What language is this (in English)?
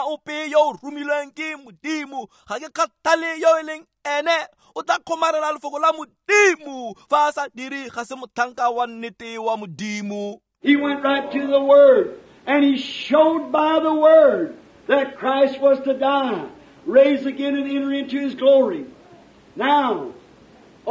Tswana